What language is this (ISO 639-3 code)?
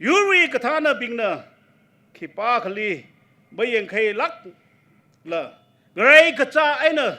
nmf